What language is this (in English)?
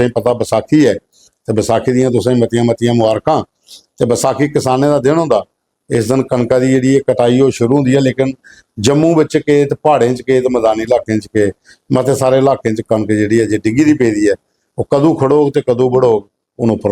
Dogri